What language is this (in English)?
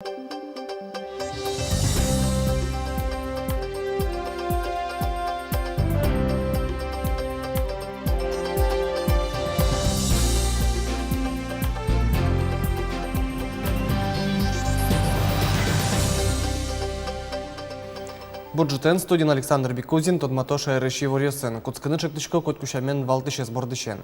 Udmurt